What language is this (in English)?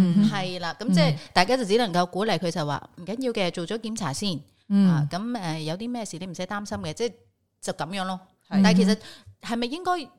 Cantonese